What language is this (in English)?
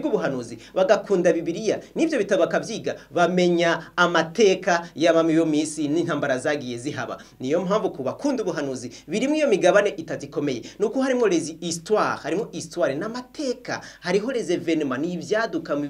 Rundi